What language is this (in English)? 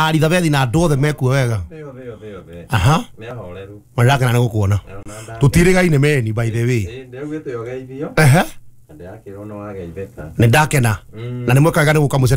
Kikuyu